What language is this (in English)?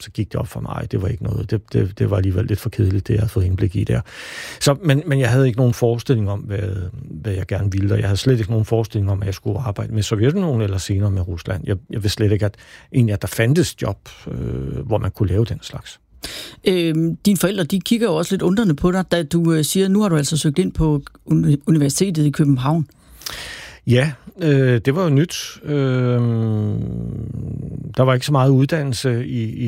Danish